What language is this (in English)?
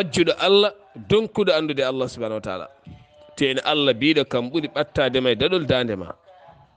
Fula